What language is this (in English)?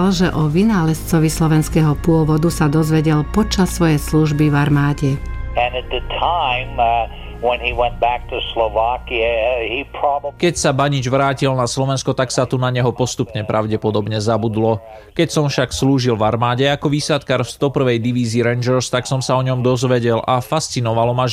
Slovak